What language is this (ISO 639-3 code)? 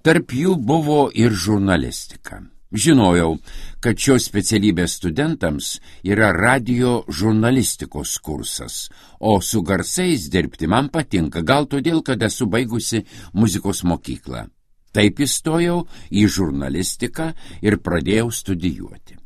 lit